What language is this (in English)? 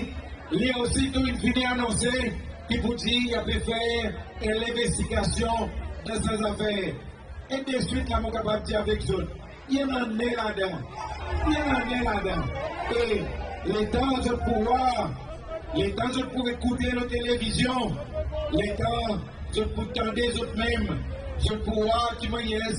Seselwa Creole French